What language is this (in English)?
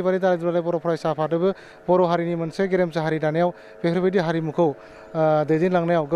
Bodo